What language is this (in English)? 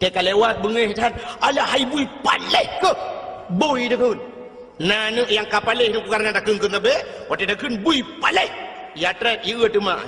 Achinese